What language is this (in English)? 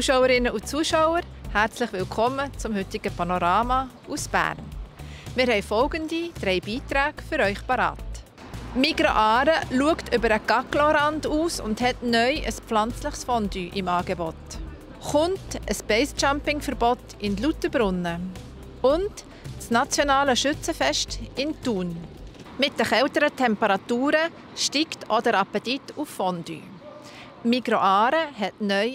Swiss German